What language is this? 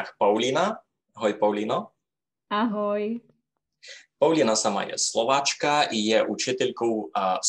Rusyn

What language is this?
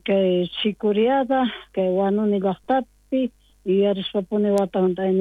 South Bolivian Quechua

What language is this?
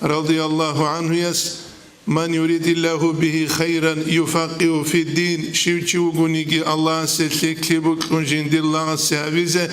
Avaric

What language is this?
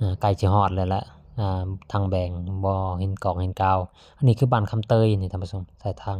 Lao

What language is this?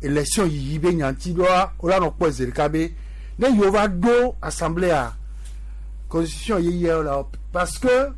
Gen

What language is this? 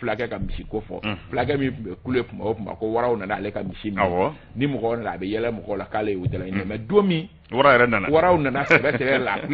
Bambara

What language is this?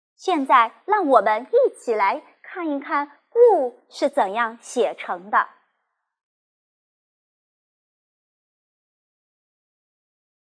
Chinese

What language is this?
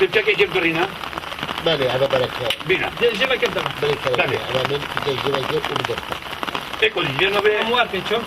Kurdish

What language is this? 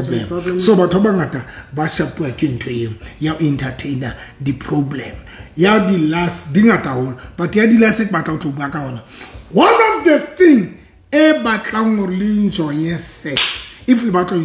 Southern Sotho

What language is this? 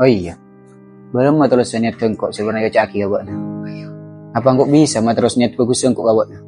Madurese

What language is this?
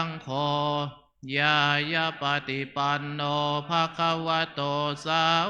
Pali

